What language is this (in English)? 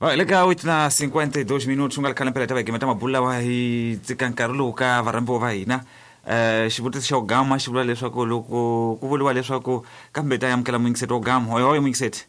Tsonga